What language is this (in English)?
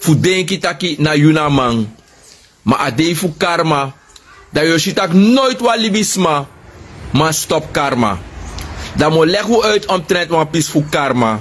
Sranan Tongo